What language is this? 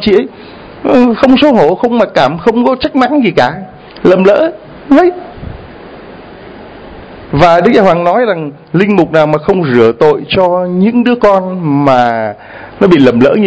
Vietnamese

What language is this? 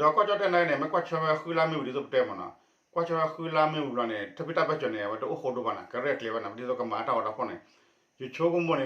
S'gaw Karen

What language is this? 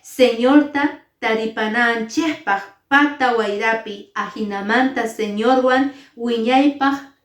Quechua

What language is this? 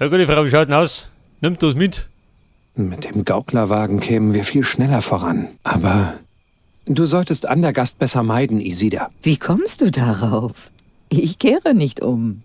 Bavarian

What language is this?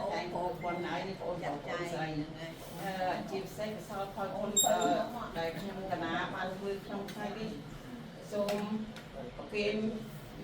Khmer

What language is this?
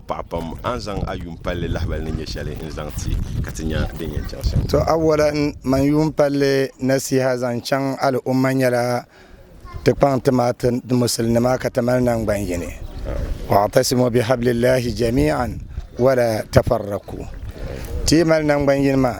Dagbani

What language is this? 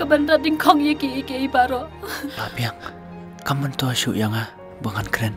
Khasi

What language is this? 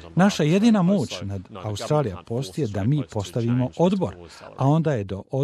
Croatian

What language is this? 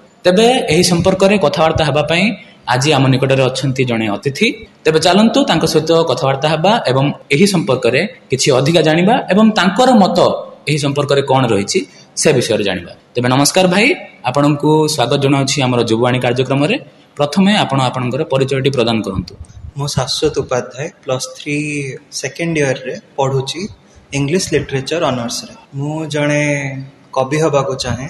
Odia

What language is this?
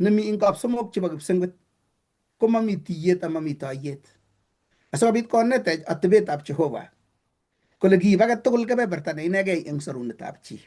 Kalenjin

